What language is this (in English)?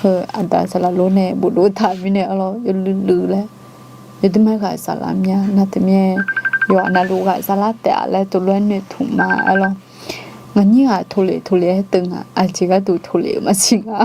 Akha